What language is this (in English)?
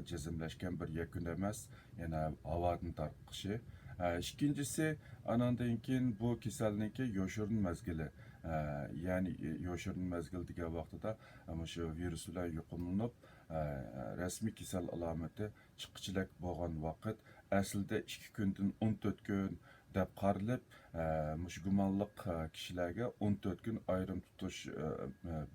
Uyghur